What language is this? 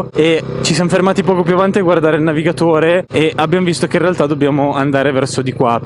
Italian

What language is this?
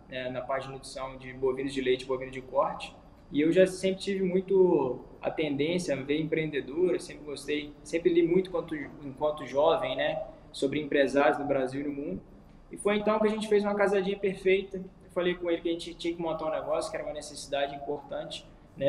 Portuguese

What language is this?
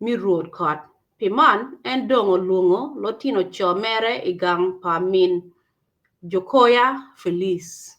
Acoli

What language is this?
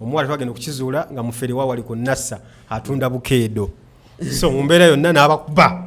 Ganda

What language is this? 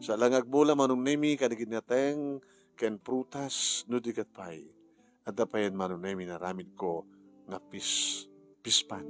Iloko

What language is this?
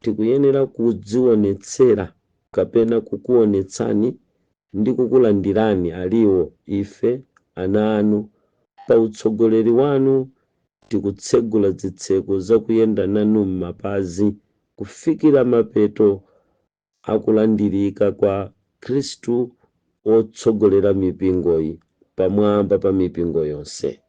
Nyanja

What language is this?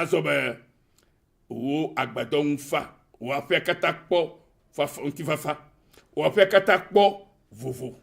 Ewe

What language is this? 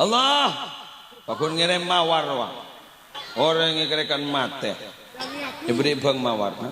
Madurese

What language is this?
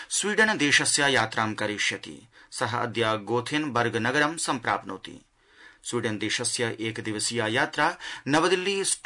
Sanskrit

